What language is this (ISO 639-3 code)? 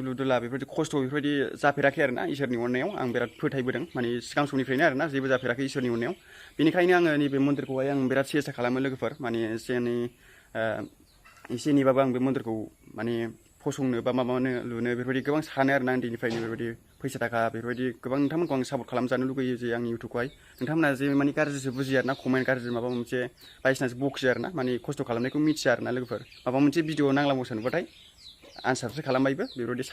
brx